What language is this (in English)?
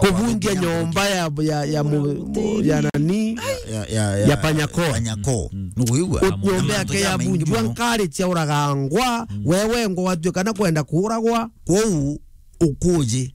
Meru